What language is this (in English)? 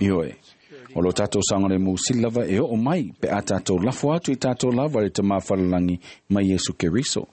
Samoan